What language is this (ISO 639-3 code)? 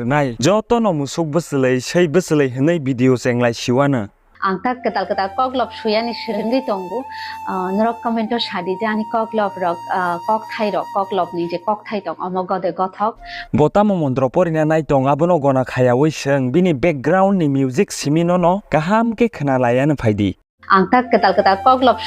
trp